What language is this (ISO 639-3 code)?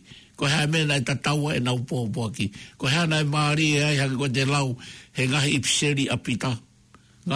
ton